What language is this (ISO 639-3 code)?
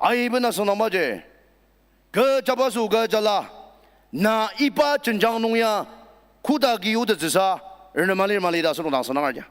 njo